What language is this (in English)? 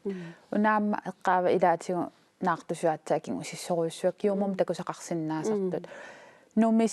Kalaallisut